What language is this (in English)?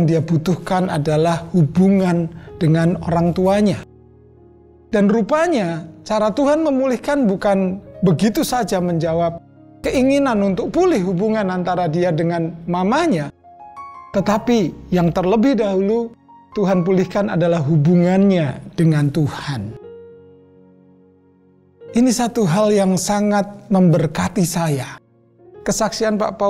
Indonesian